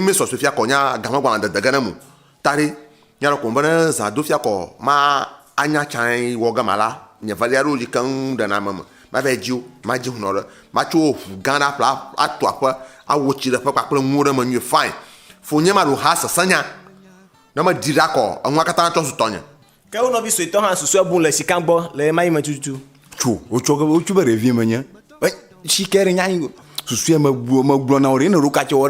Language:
Ewe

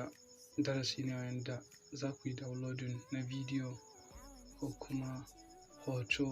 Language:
Hausa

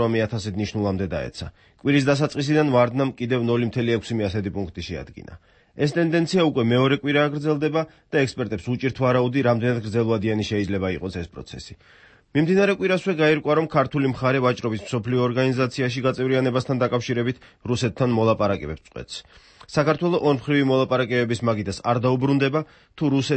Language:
Georgian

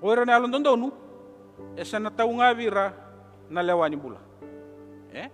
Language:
Fijian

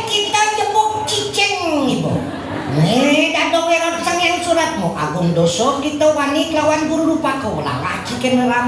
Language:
Balinese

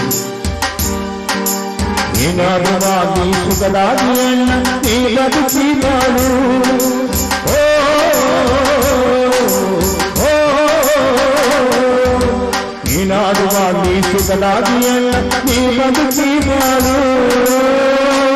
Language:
Kannada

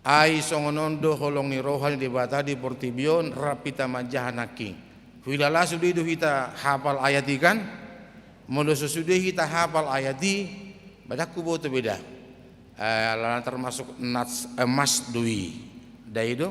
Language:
Batak Toba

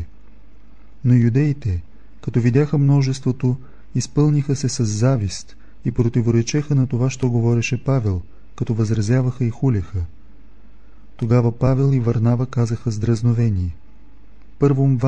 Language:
Bulgarian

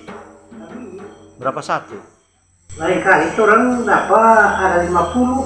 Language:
Manado Malay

